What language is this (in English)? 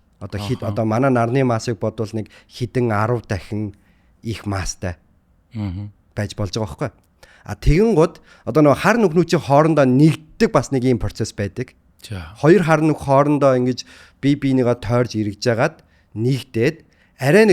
Mongolian